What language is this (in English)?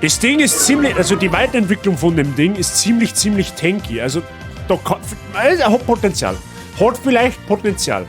Bavarian